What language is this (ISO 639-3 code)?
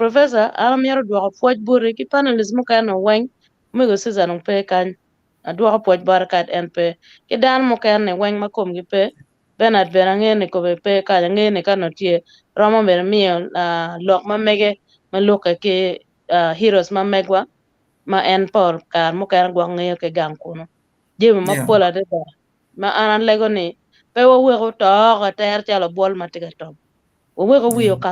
ach